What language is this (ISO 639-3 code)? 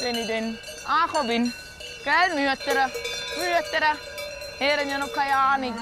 gsw